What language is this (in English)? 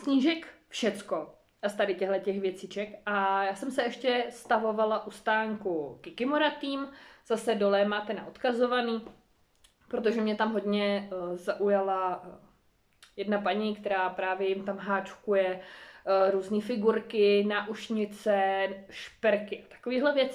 Czech